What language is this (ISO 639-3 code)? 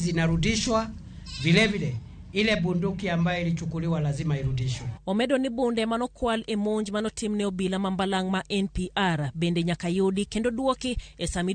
luo